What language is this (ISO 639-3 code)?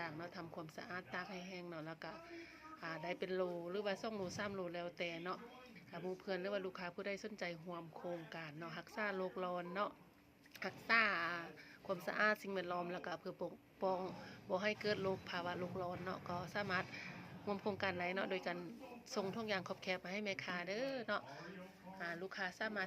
lao